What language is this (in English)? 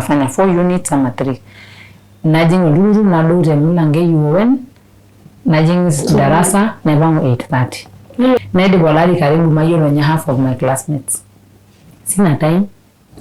Masai